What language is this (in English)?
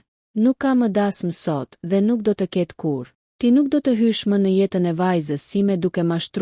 Albanian